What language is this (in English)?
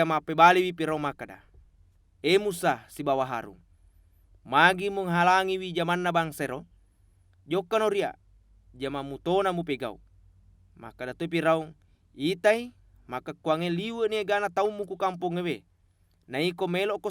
Buginese